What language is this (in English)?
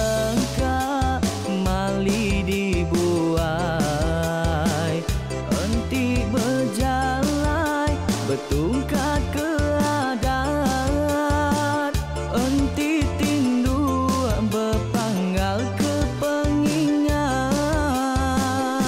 Iban